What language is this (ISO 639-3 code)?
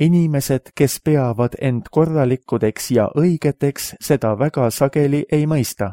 est